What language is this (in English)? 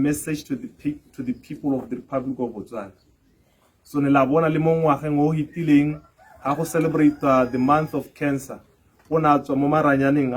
Tswana